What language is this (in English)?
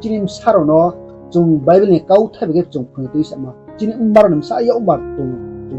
Riang (India)